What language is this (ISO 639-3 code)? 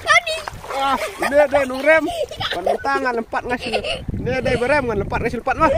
kha